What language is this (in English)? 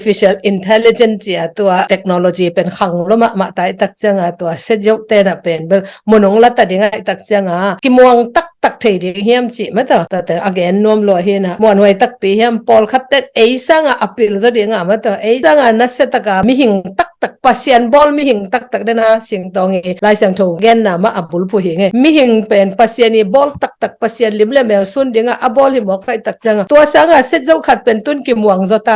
Tedim Chin